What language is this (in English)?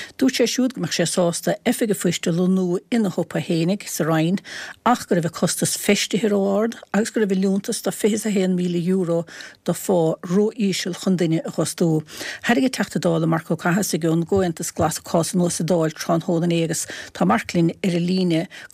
Irish